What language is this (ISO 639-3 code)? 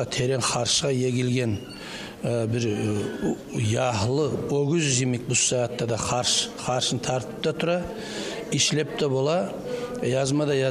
kum